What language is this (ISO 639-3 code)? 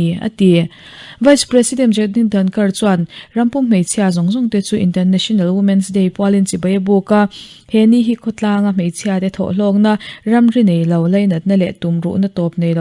lus